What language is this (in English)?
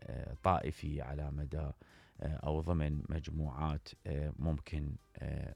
Mesopotamian Arabic